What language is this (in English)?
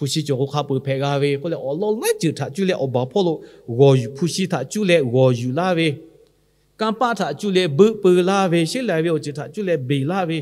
Lahu